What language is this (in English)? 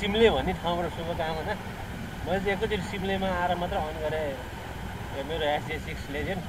Nepali